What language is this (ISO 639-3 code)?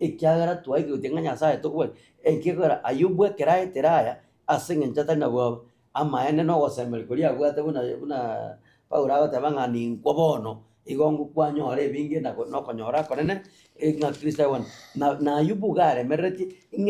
guz